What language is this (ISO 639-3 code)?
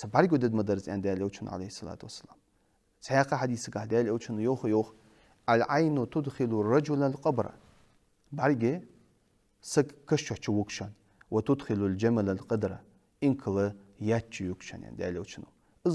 inh